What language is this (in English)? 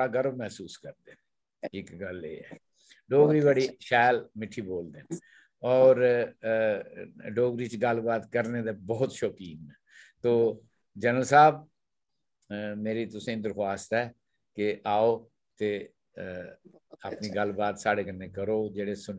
Dogri